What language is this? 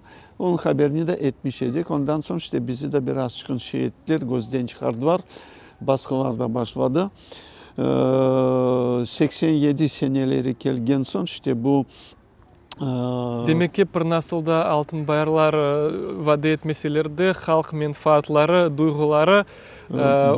Crimean Tatar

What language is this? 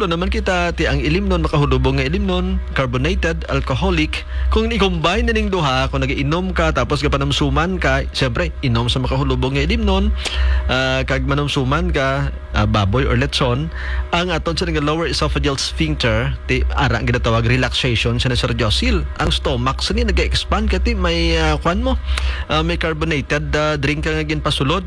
Hiligaynon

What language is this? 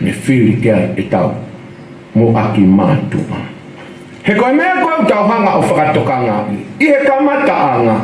Tongan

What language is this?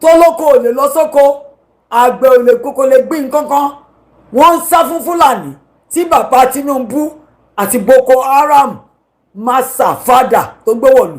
Yoruba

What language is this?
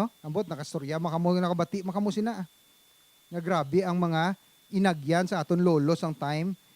Hiligaynon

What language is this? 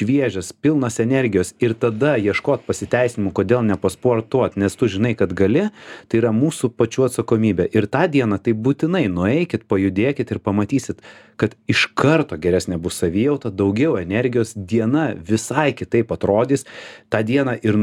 Lithuanian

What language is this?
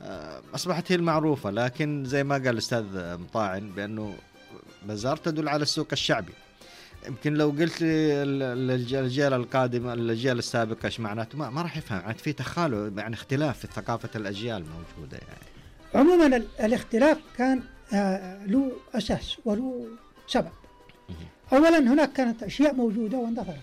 Najdi Arabic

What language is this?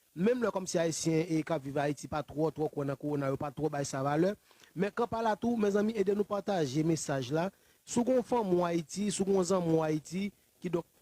Haitian Creole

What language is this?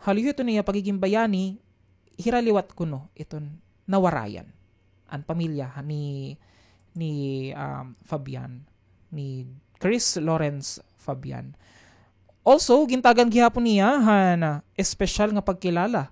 Waray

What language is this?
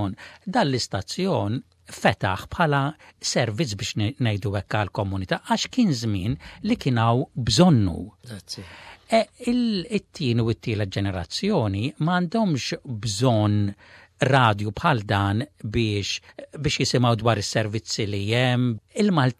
Maltese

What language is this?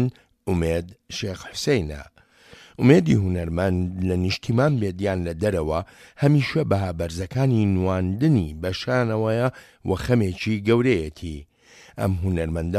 Central Kurdish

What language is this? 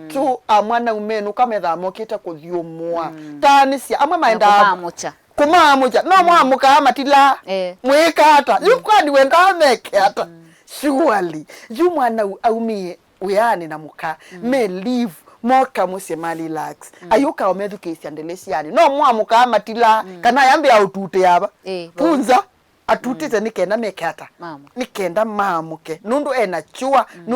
Kamba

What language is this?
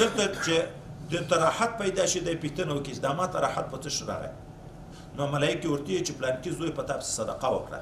Pashto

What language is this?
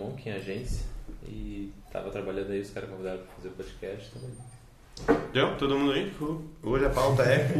Portuguese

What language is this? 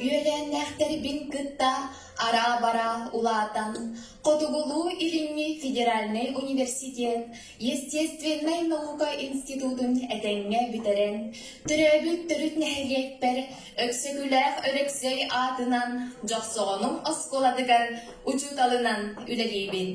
Yakut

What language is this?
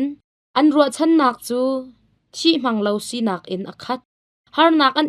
Hakha Chin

